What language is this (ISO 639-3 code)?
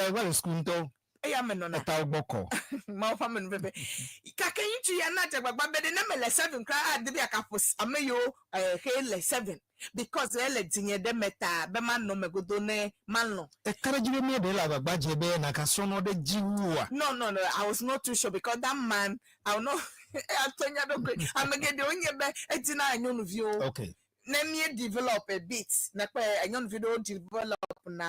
ewe